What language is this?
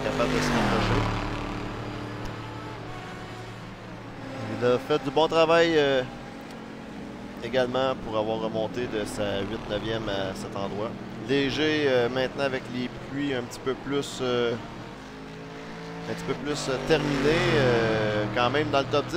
French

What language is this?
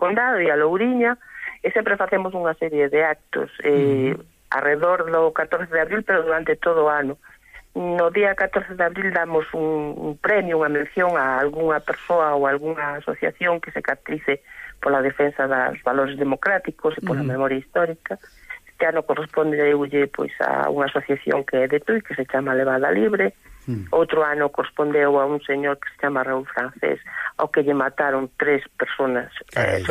Galician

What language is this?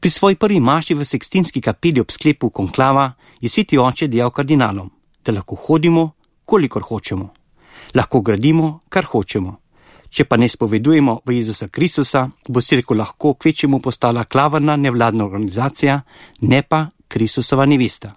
Slovenian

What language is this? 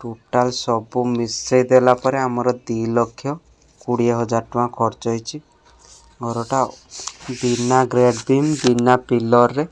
Odia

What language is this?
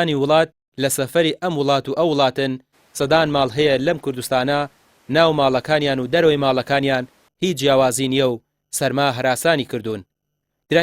Central Kurdish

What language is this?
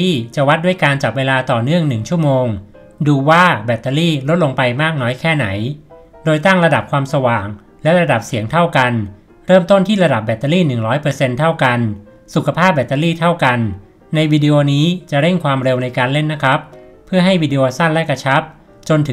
Thai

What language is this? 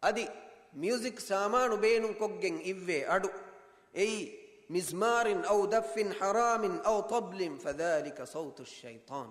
Divehi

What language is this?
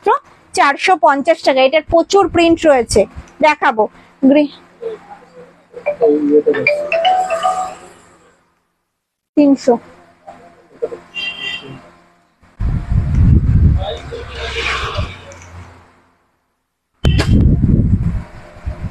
Bangla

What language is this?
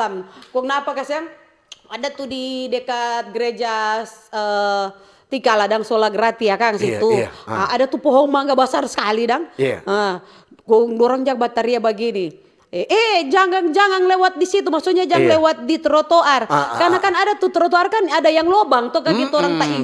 Manado Malay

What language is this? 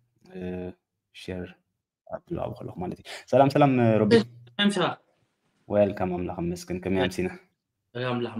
Tigrinya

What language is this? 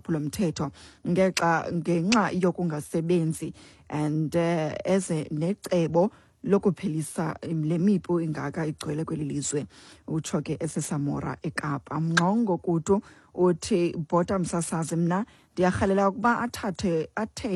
Xhosa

